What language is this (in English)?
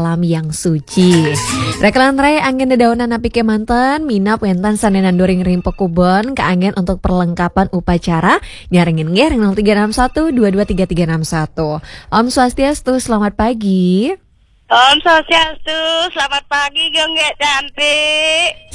Balinese